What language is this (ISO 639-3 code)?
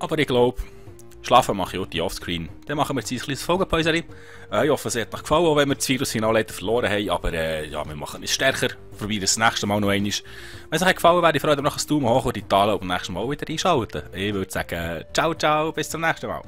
gsw